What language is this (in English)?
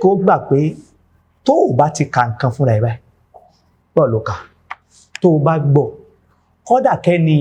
Yoruba